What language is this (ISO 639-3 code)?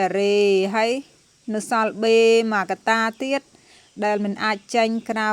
khm